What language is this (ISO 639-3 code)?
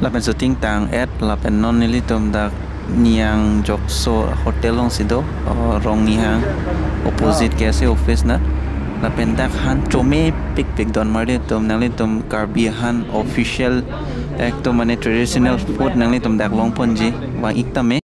mjw